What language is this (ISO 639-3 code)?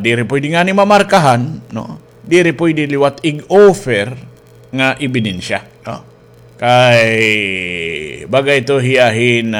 war